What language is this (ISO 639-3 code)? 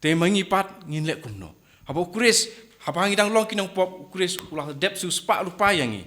kha